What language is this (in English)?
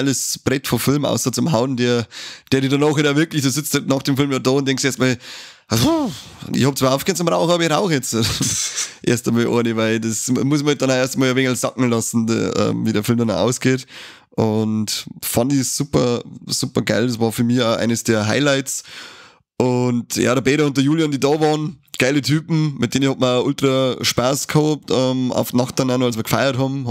Bavarian